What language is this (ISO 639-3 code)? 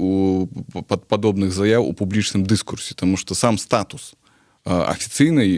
bel